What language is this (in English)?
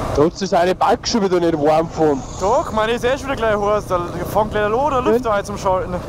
Bavarian